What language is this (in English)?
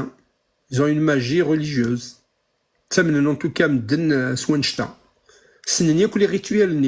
Kabyle